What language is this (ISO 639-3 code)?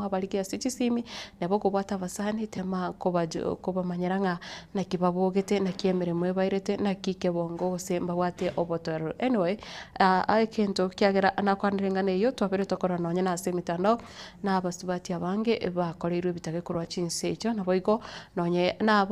guz